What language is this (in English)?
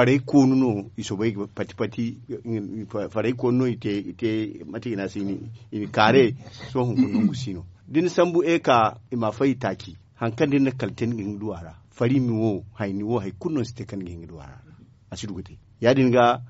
Zarma